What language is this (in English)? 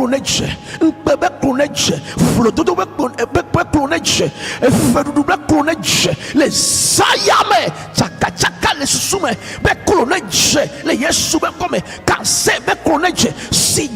Ewe